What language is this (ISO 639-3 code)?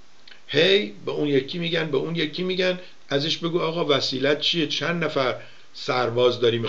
fas